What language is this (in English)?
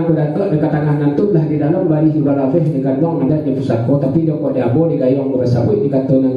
Minangkabau